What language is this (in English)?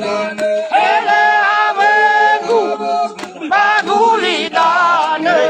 Nias